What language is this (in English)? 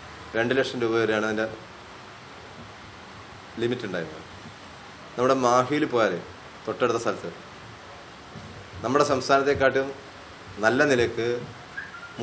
Malayalam